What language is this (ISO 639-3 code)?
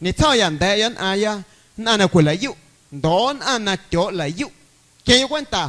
amu